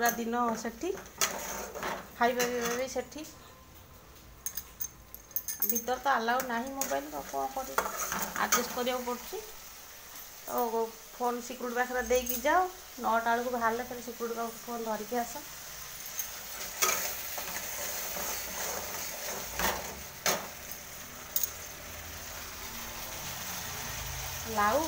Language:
Odia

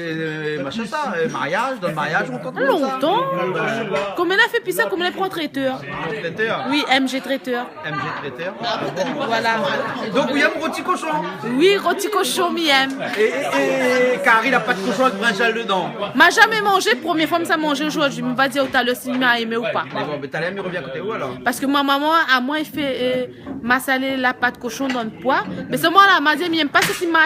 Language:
Réunion Creole French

